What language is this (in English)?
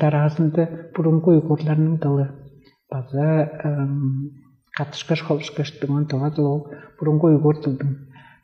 Tuvinian